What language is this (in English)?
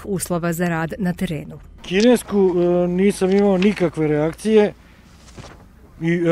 Serbian